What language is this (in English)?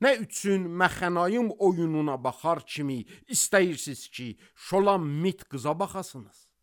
Azerbaijani